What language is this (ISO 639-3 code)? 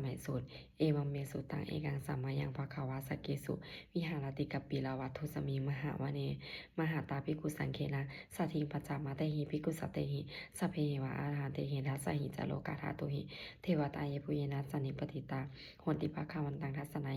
pli